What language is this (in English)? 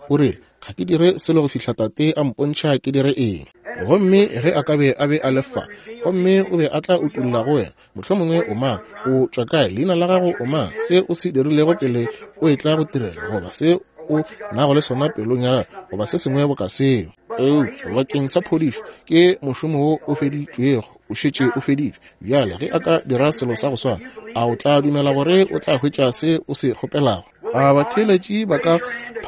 Northern Sotho